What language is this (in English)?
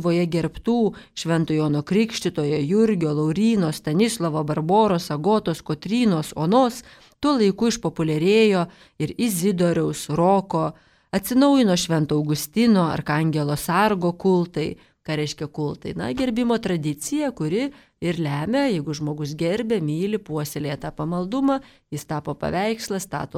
Lithuanian